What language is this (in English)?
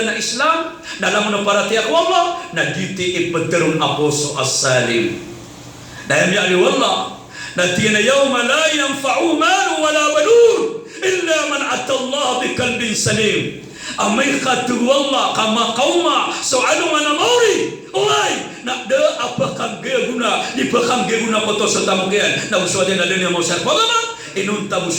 Maranao